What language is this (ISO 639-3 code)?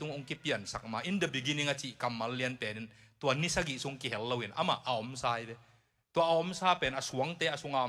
ctd